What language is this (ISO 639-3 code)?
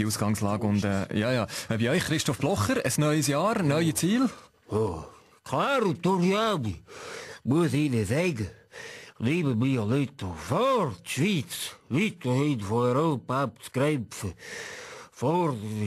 gsw